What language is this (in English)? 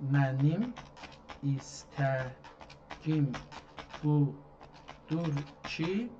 South Azerbaijani